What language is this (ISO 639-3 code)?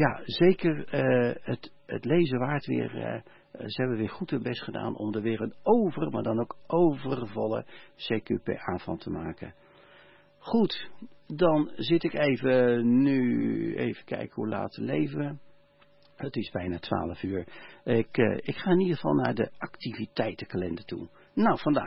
nld